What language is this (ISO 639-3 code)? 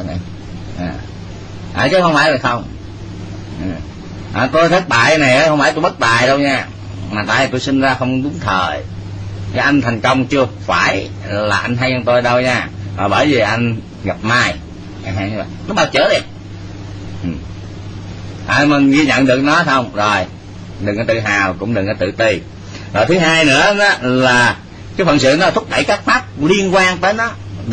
vie